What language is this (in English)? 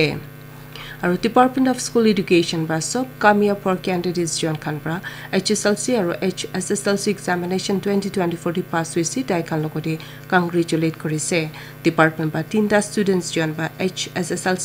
Naga Pidgin